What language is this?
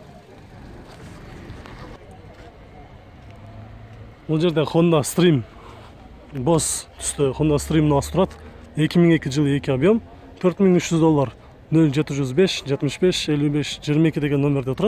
Kyrgyz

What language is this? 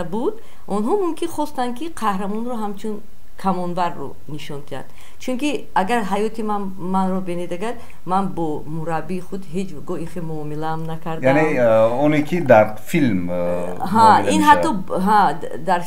Tajik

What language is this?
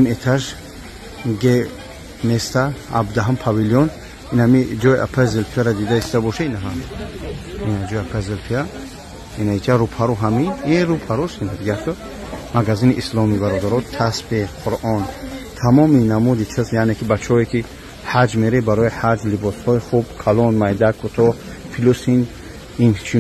Tajik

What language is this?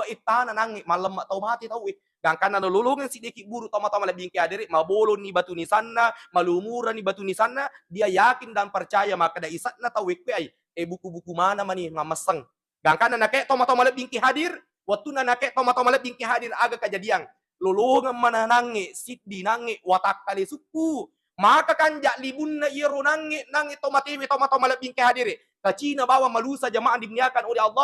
Buginese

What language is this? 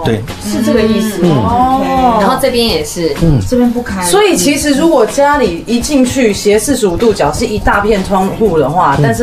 Chinese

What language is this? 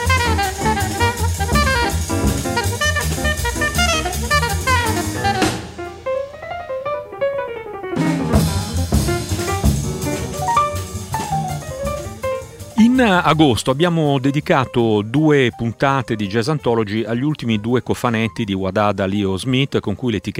Italian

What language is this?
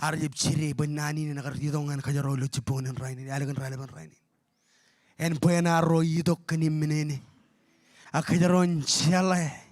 Marshallese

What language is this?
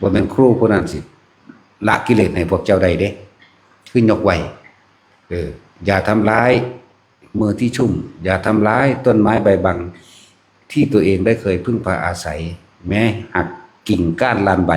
Northeastern Thai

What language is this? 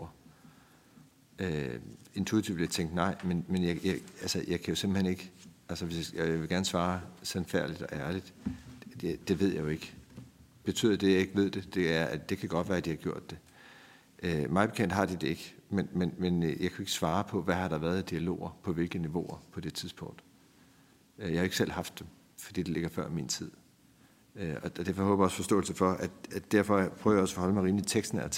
Danish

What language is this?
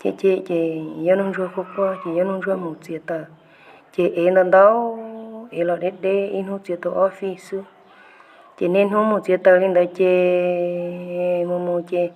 Hmong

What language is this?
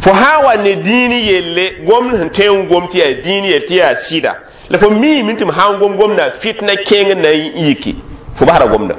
Mossi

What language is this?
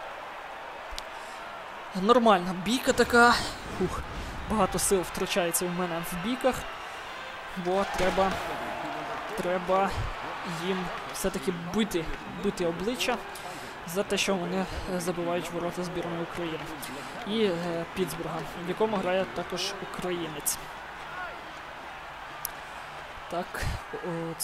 Ukrainian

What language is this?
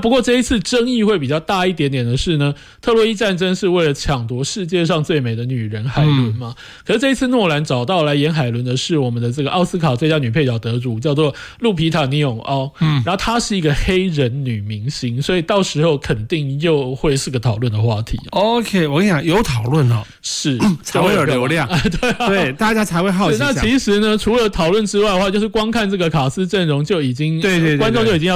Chinese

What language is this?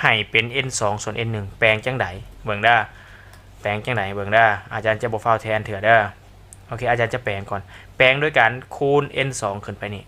Lao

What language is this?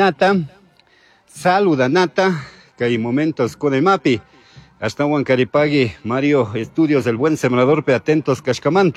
Chimborazo Highland Quichua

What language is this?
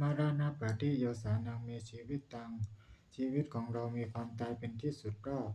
Pali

